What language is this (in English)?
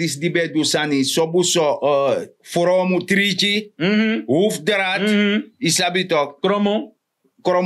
Sranan Tongo